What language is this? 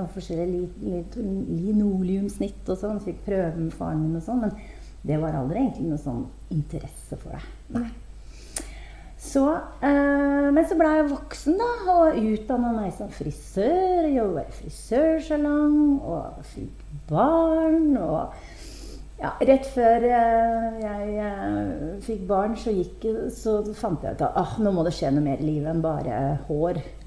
Norwegian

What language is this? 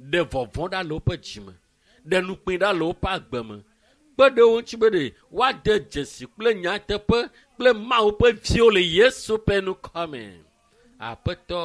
Ewe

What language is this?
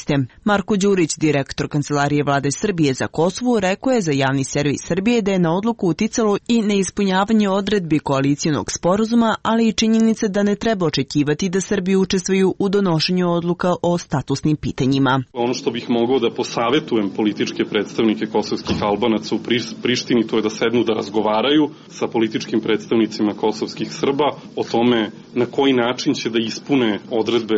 Serbian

